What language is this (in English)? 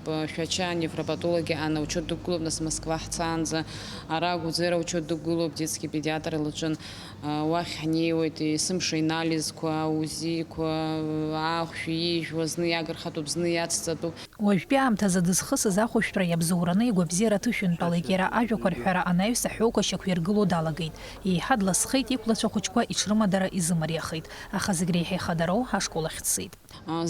Abkhazian